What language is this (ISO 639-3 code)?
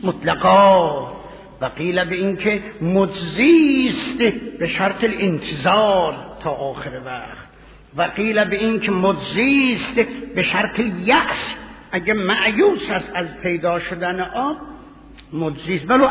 fas